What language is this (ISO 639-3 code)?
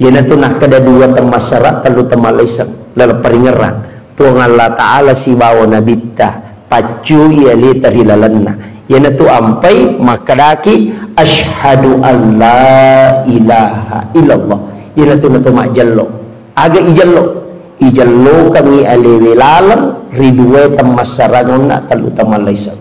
bug